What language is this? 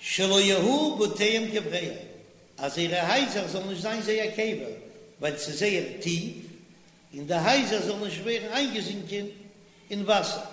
Yiddish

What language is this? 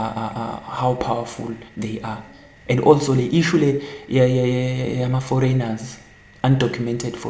Zulu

